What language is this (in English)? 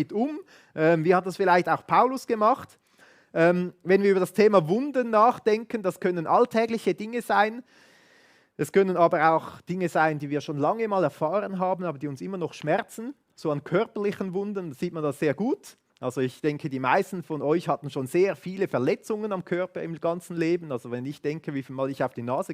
Swiss German